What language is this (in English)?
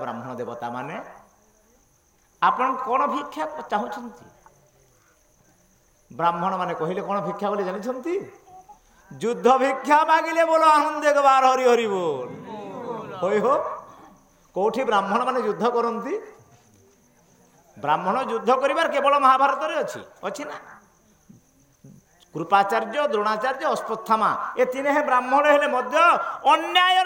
Odia